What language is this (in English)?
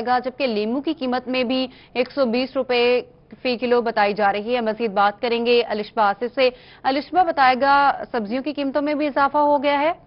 Urdu